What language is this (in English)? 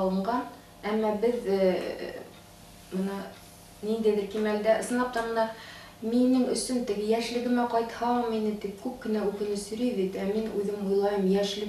Bashkir